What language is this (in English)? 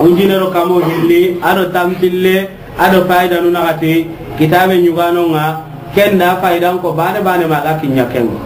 Soninke